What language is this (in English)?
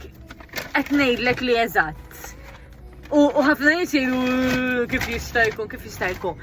Maltese